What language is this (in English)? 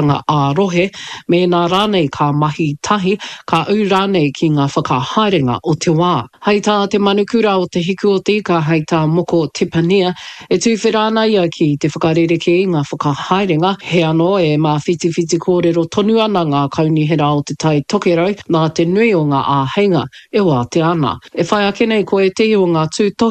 Māori